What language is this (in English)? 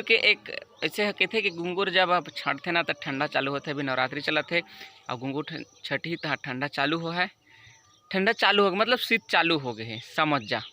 Chhattisgarhi